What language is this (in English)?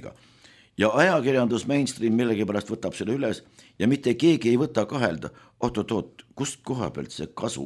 Estonian